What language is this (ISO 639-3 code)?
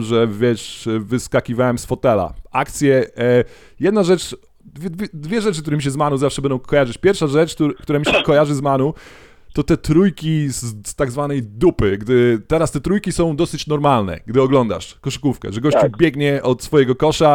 pol